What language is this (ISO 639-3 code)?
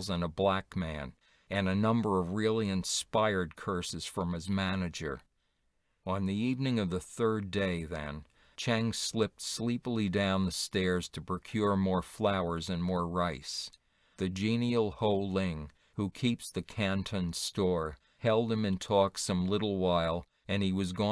eng